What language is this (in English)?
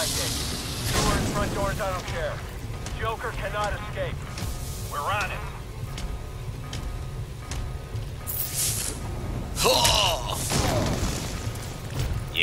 English